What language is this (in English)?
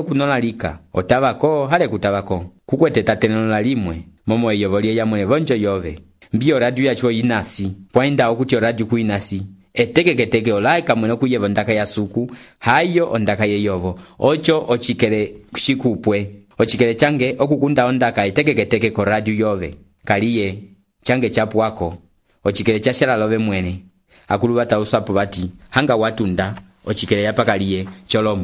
Umbundu